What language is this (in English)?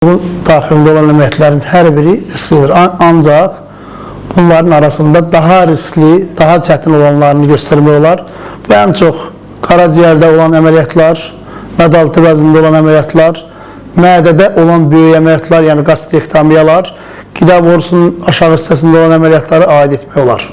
Azerbaijani